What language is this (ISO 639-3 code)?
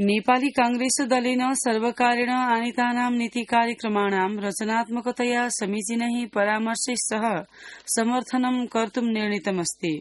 san